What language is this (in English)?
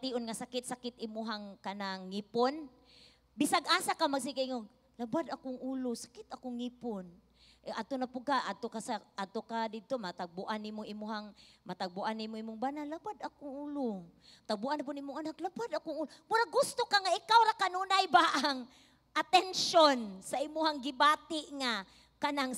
Cebuano